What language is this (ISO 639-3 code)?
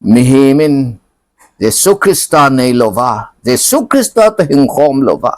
tcz